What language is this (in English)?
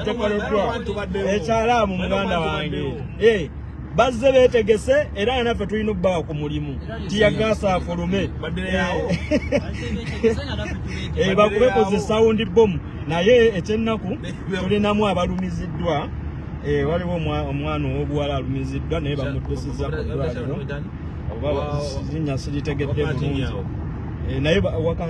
Ganda